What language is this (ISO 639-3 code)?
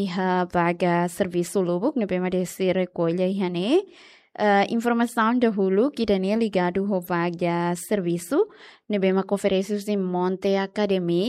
tet